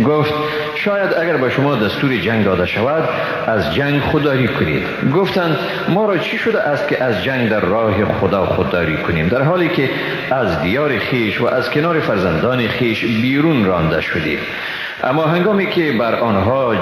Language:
Persian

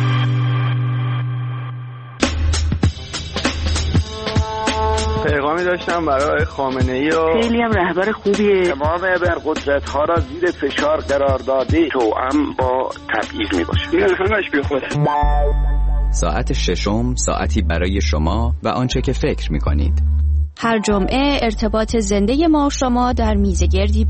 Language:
Persian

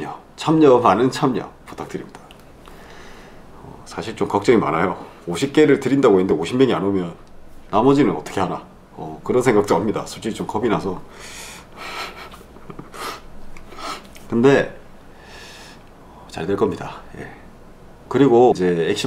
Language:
Korean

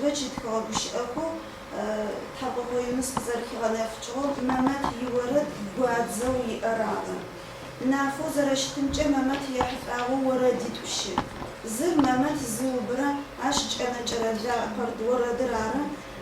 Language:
Adyghe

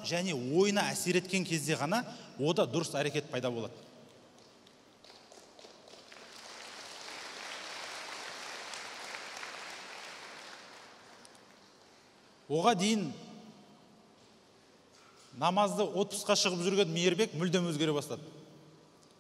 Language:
Kazakh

